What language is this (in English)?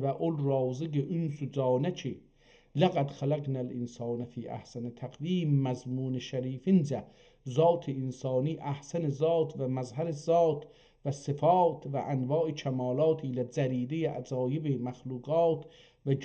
South Azerbaijani